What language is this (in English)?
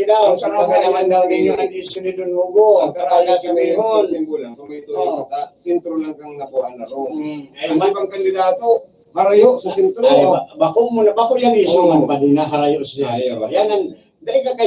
Bikol